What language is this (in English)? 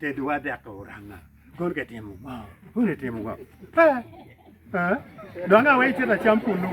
Acoli